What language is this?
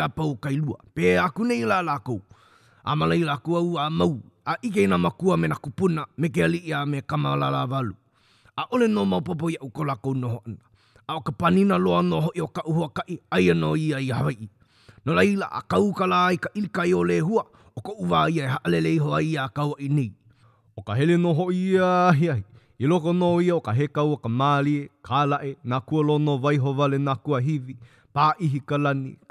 Hawaiian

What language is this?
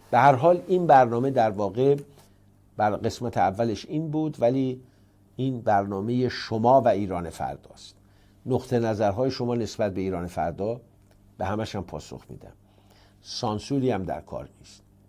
Persian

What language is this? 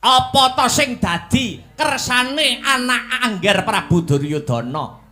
Javanese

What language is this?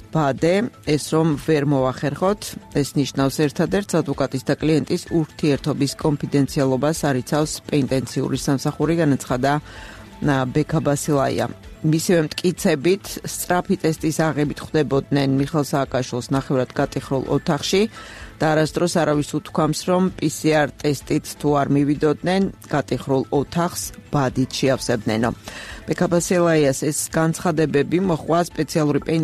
Georgian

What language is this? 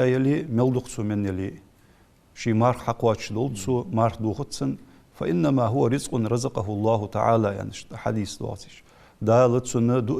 Ingush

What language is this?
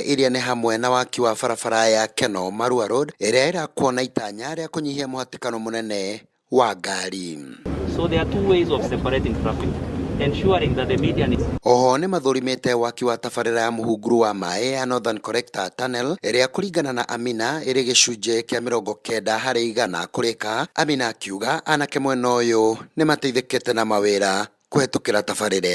Kikuyu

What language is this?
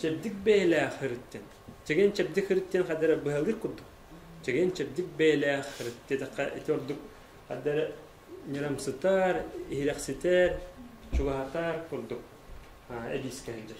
Yakut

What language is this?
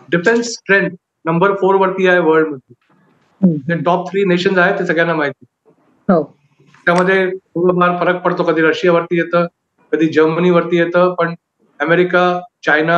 Marathi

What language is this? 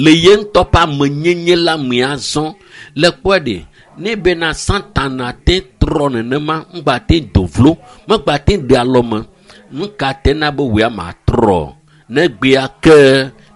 Ewe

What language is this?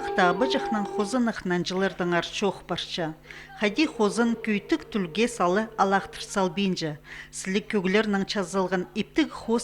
Khakas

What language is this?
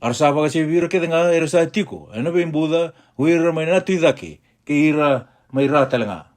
Fijian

